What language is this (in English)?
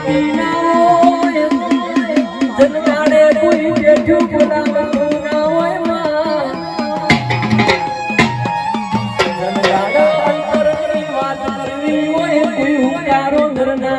Gujarati